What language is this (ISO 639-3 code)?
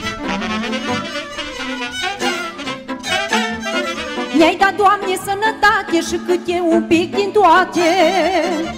ron